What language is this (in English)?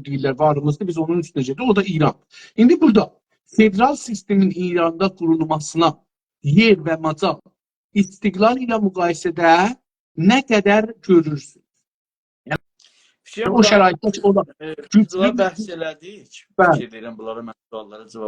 South Azerbaijani